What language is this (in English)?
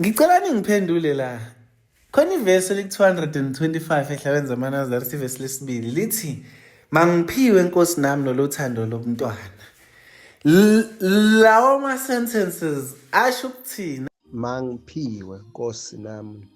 Zulu